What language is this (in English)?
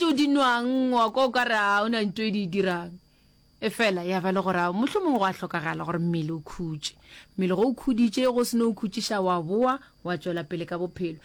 Northern Sotho